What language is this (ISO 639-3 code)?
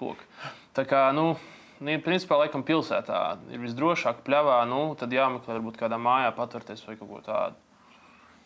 lav